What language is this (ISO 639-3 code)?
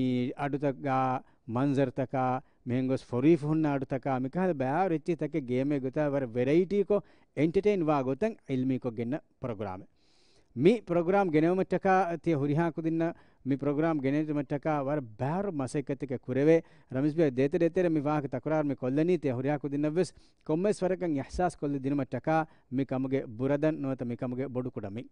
div